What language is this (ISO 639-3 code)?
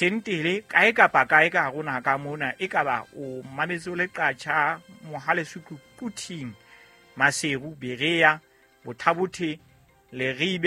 sot